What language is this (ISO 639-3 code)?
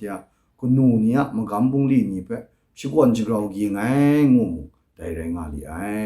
kac